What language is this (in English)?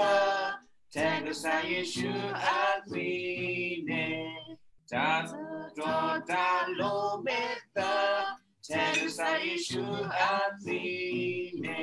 S'gaw Karen